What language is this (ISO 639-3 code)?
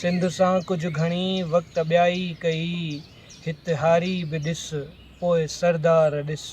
snd